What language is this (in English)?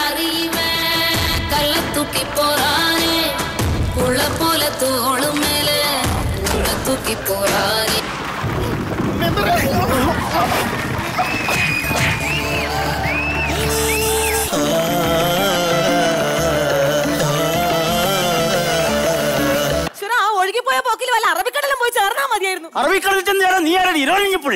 Malayalam